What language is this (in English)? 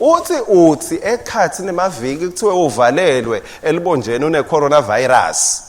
Swati